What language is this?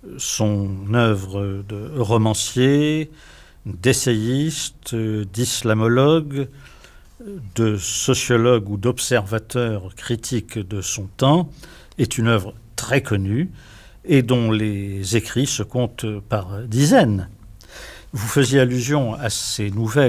French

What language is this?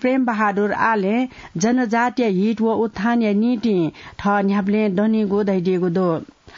Newari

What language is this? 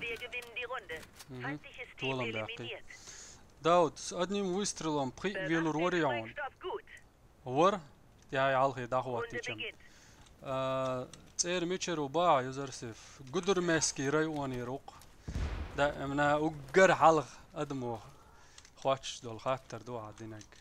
Chechen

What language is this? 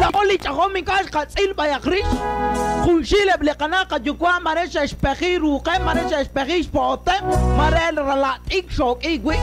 Kekchí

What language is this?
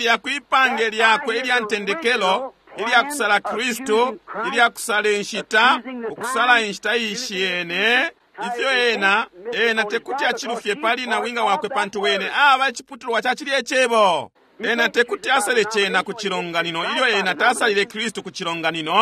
Bemba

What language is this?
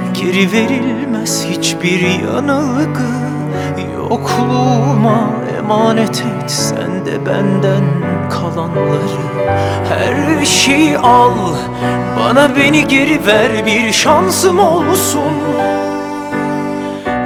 Turkish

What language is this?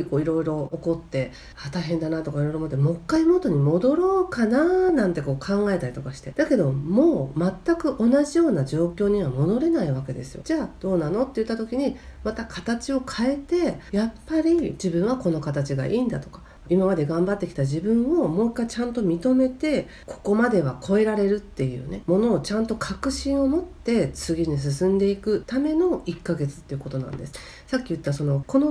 Japanese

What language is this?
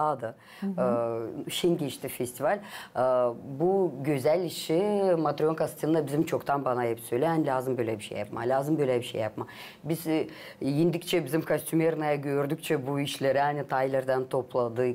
Gagauz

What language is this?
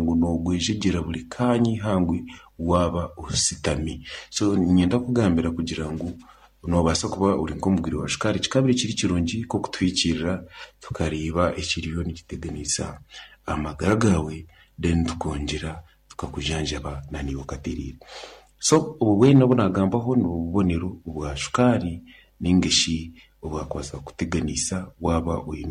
Nyankole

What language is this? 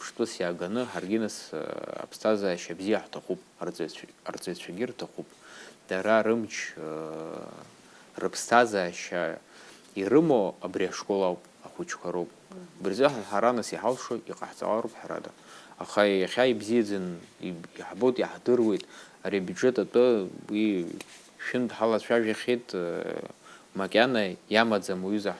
Abkhazian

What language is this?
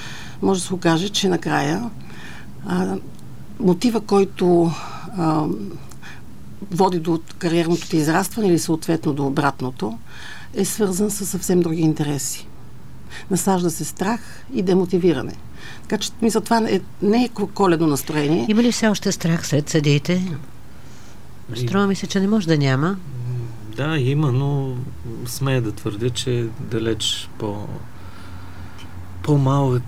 Bulgarian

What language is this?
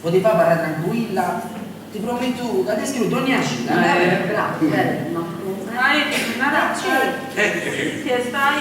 Sardinian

